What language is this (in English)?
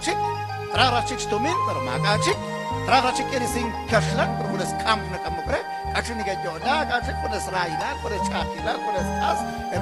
Kekchí